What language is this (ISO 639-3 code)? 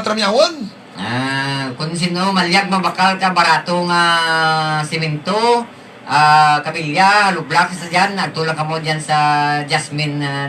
hil